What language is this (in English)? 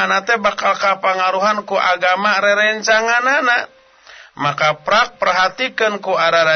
Sundanese